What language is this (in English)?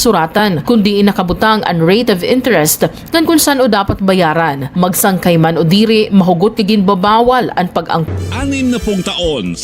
Waray